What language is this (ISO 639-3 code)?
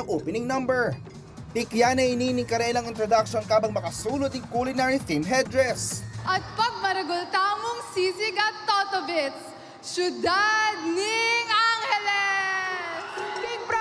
pam